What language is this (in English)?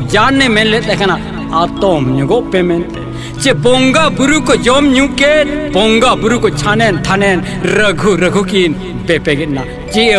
Santali